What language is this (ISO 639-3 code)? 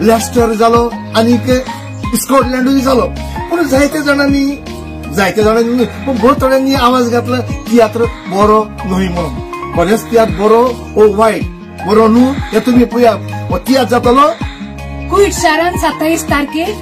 kok